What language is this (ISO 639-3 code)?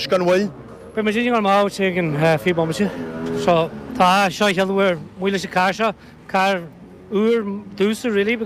gle